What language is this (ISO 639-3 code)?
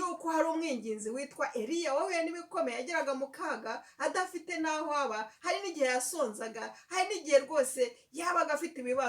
kin